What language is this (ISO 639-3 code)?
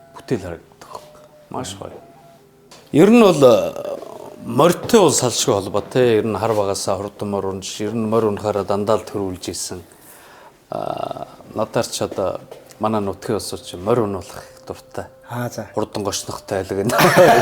mon